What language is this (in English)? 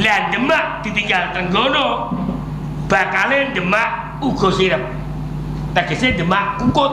Javanese